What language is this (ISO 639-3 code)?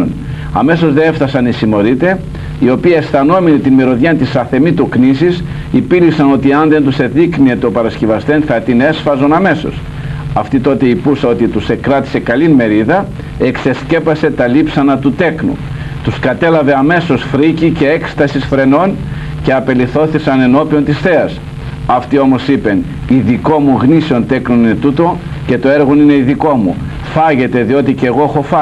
ell